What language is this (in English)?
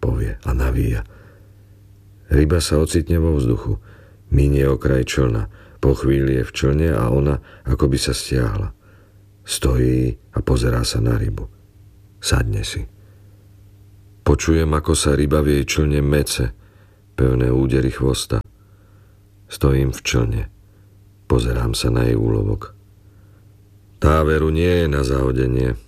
Slovak